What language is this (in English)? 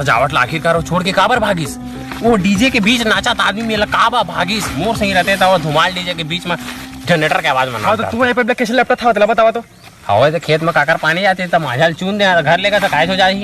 Chhattisgarhi